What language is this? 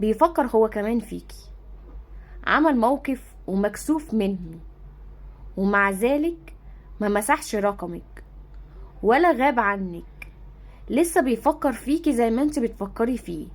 Egyptian Arabic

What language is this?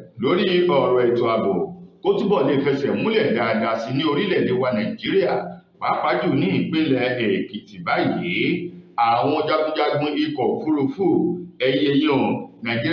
Yoruba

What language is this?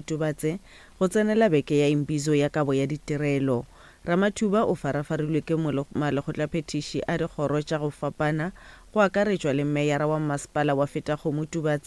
Northern Sotho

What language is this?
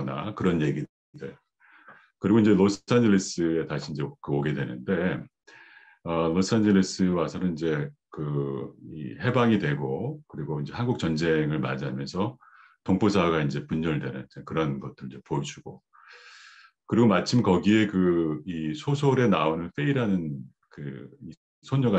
Korean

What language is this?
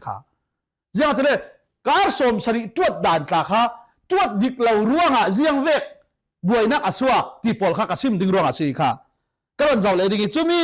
Falam Chin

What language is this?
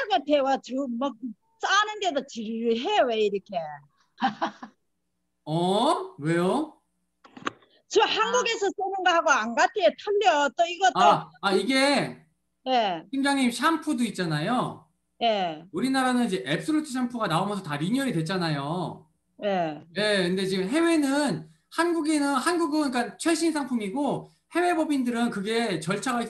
Korean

